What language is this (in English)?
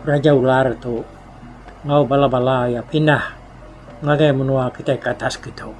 Iban